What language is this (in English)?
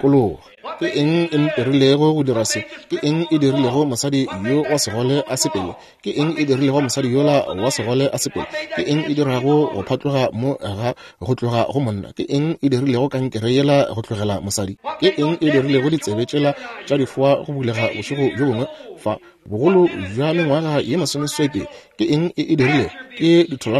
Northern Sotho